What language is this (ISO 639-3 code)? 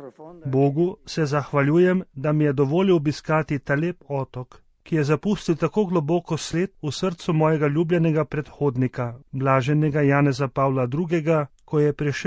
slv